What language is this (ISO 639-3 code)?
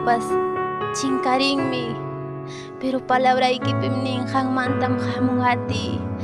quy